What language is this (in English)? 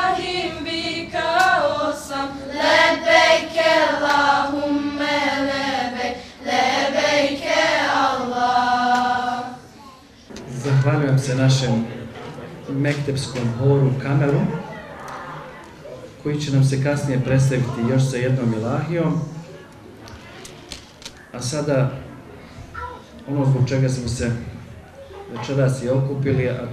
Bosnian